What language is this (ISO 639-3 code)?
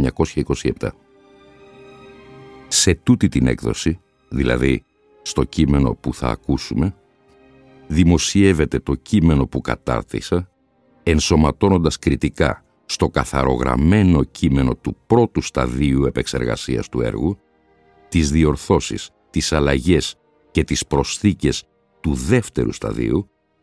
ell